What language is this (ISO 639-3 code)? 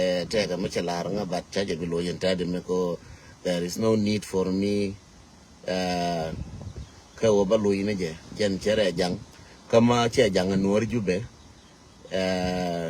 nus